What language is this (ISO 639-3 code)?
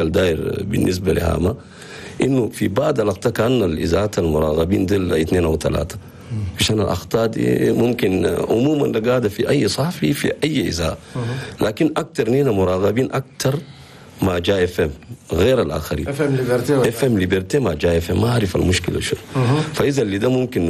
shu